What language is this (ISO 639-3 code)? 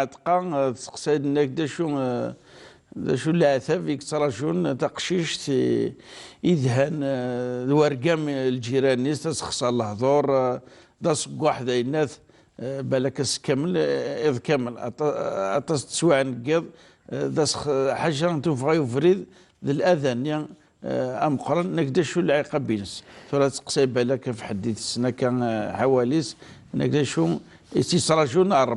kab